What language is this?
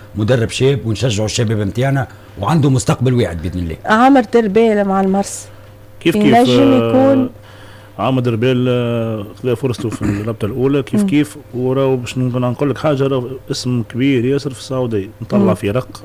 Tunisian Arabic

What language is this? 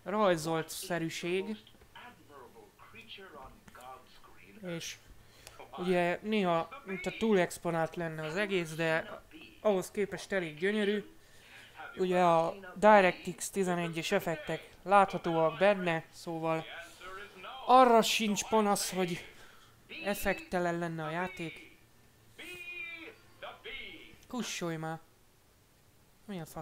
Hungarian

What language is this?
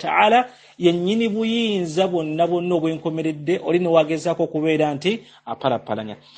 Ganda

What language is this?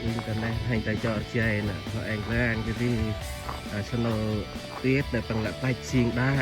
Central Mnong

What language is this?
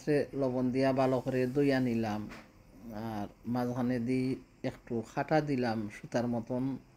Sylheti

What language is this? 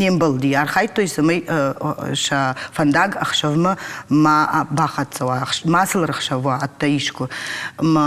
Ossetic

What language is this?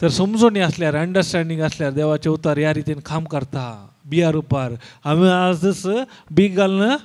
Konkani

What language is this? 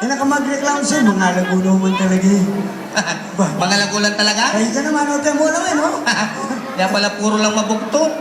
Pampanga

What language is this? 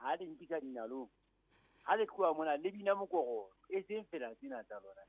Southern Sotho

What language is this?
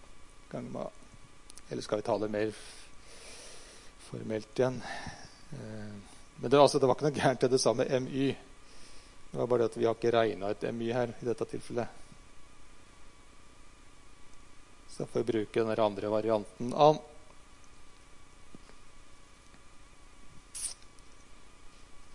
Norwegian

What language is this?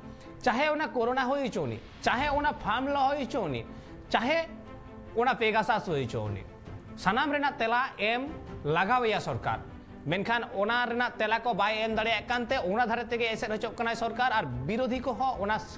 Santali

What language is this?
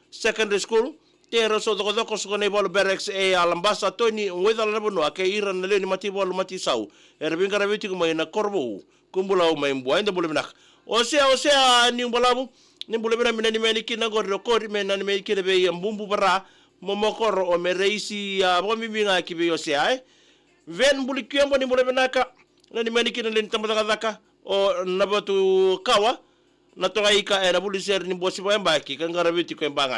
Fijian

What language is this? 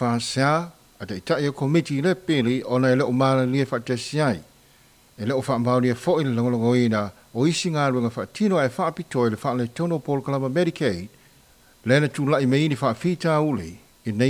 Samoan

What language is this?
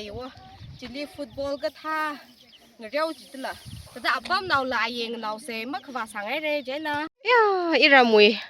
Tangkhul Naga (India)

